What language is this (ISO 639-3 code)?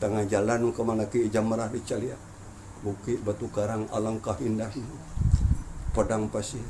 min